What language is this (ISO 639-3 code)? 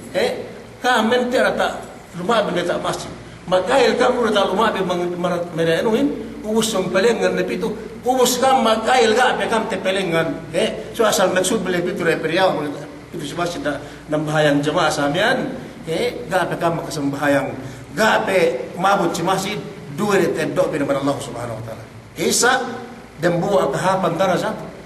yka